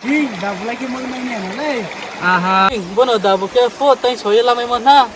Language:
Riang (India)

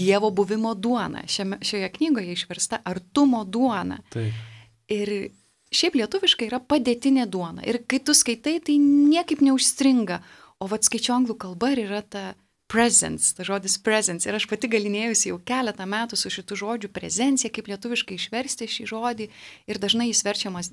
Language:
Lithuanian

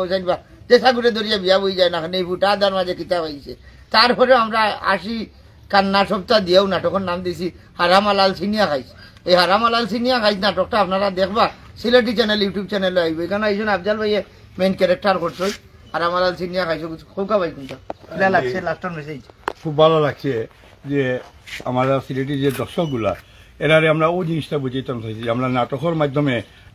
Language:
Sylheti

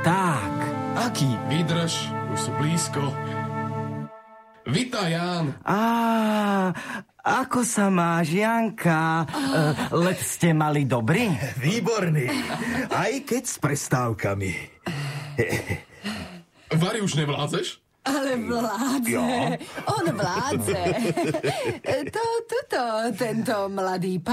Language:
Slovak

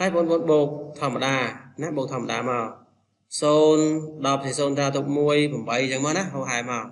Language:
Khmer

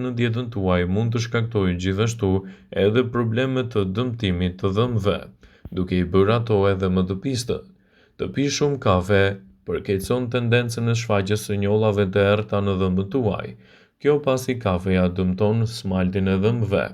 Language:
Albanian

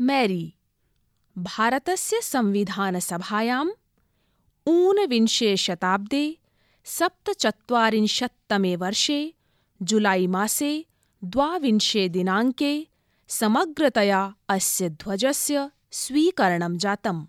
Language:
Sanskrit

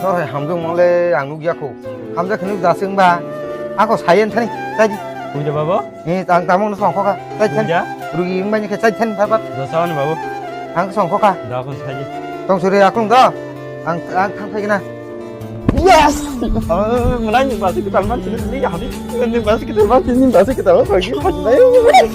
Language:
Kok Borok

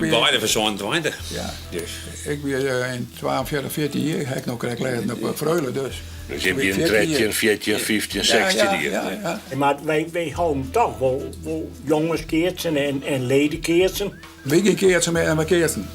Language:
Western Frisian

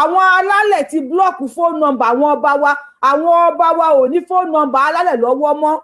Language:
Yoruba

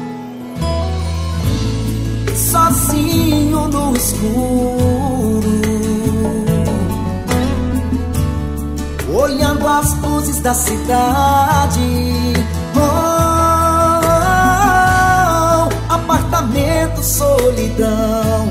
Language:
Portuguese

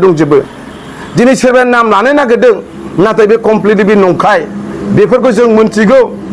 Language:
Bodo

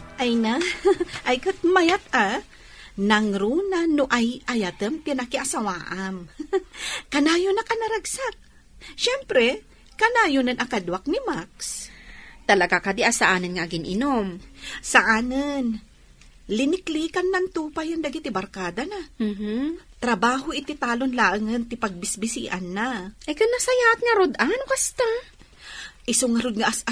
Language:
Iloko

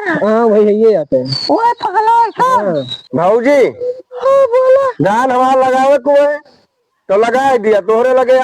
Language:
Awadhi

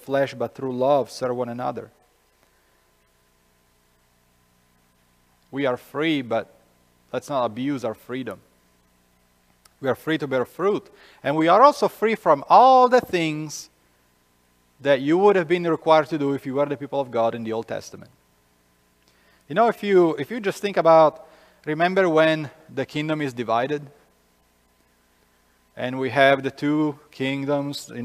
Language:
English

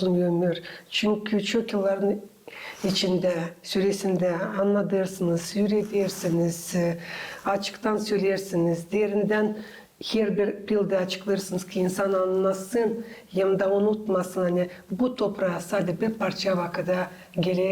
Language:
Gagauz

